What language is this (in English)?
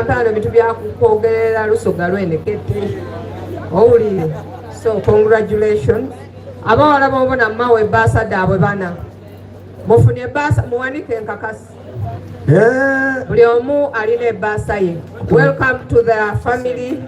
Soga